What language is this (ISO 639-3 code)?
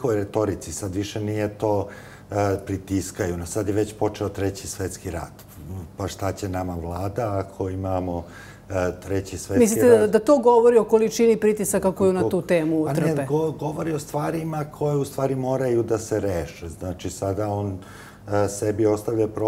srp